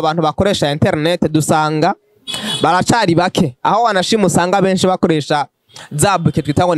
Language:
Rundi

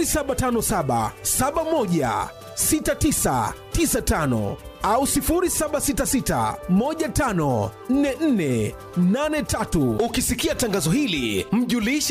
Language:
Swahili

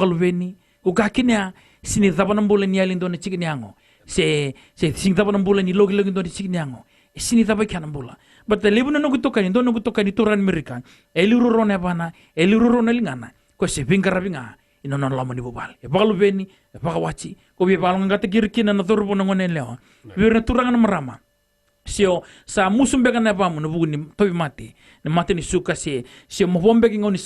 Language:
Fijian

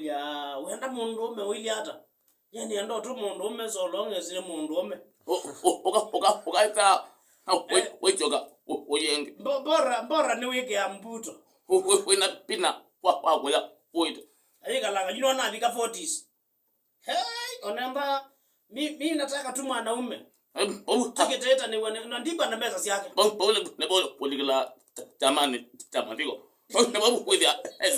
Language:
Kamba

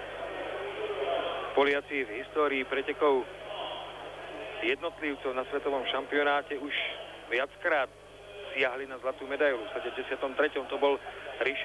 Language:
Slovak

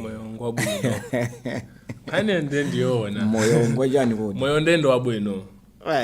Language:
Nyanja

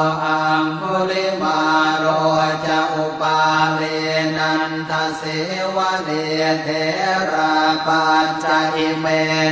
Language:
Pali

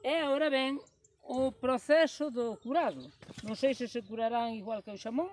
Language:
Galician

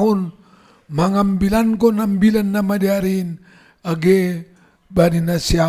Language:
Batak Simalungun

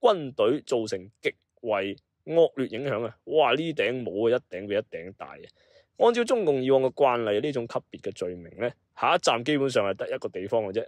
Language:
Cantonese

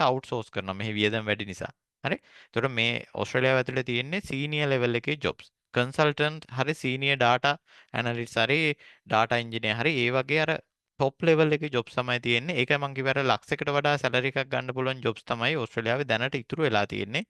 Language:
Sinhala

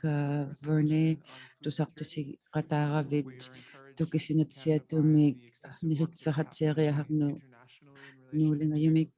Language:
Inuktitut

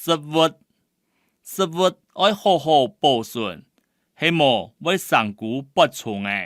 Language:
Hakka Chinese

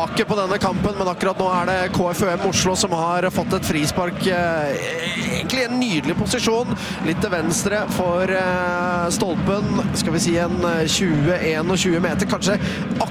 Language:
Norwegian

